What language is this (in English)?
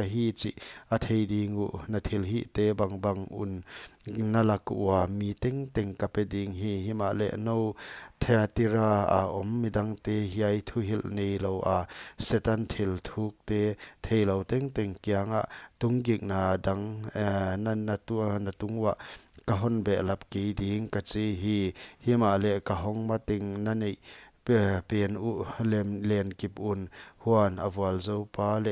Paite Chin